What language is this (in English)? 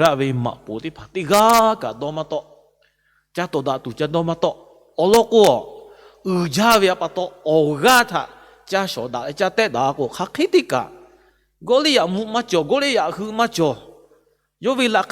Lahu